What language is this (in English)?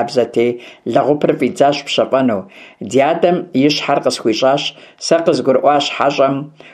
Kabardian